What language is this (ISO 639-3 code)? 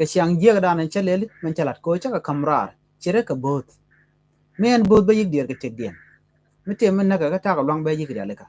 nus